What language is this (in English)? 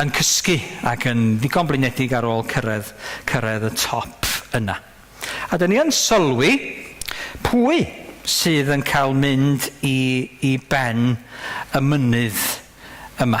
Welsh